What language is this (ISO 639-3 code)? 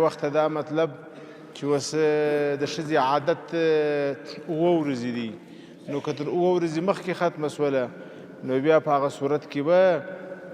pus